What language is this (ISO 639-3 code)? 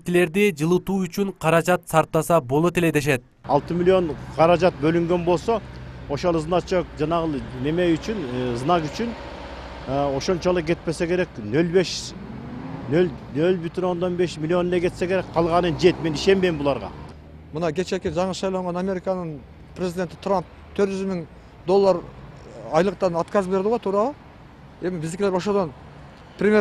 kir